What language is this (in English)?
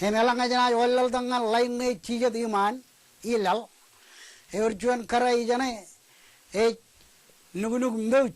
Marshallese